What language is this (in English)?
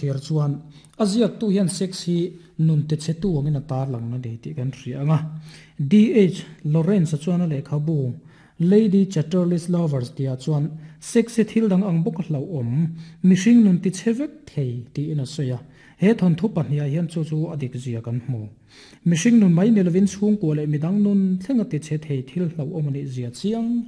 Mizo